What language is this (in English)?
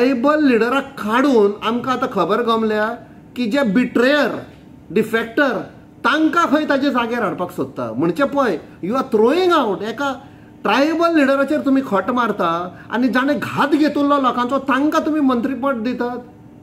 Konkani